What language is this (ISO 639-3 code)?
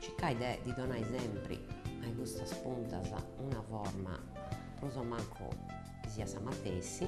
srd